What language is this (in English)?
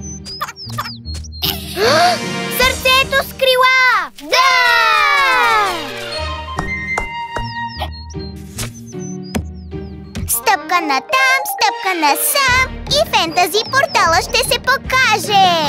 Bulgarian